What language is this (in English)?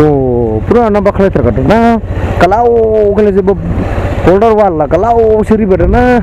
Dimasa